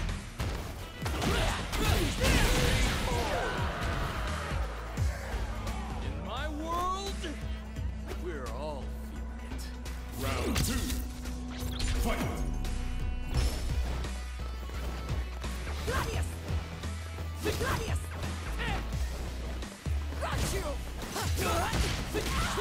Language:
English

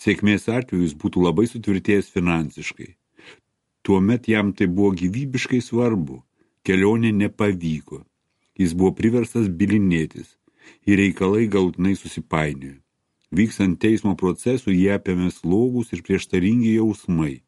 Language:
Lithuanian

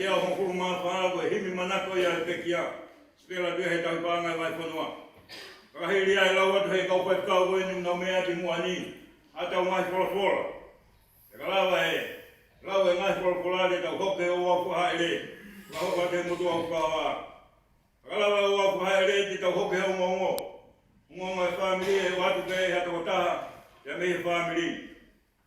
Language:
Tongan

